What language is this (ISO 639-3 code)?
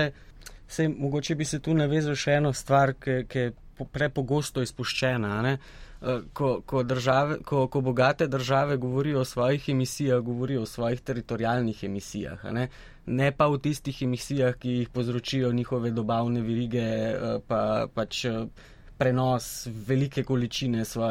slv